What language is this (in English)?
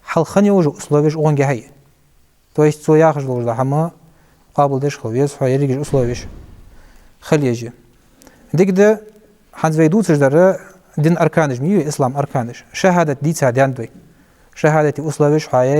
Ingush